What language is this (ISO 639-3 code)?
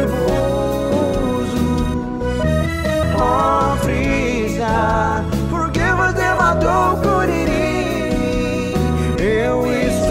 por